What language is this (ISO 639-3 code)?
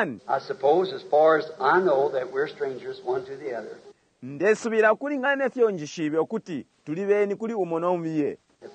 bem